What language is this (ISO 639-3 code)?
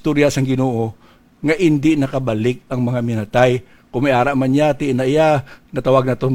hil